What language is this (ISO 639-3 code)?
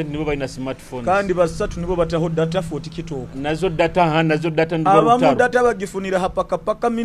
nyo